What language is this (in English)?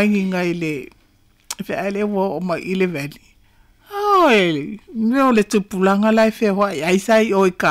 Samoan